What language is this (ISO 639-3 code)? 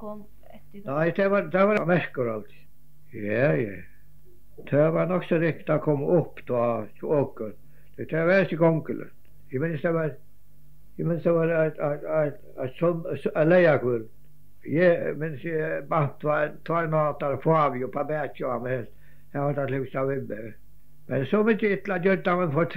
fao